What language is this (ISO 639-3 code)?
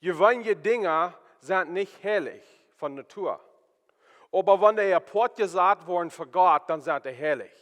pdt